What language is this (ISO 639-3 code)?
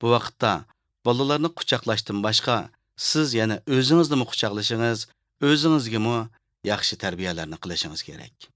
uig